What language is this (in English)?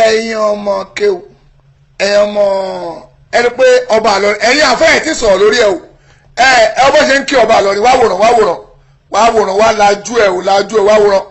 Yoruba